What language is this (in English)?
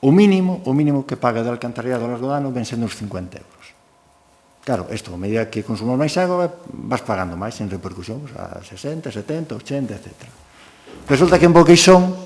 Galician